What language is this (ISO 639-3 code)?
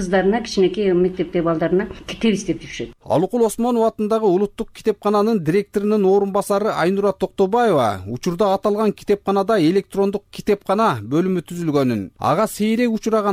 kir